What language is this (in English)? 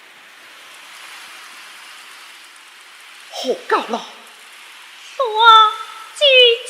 Pu-Xian Chinese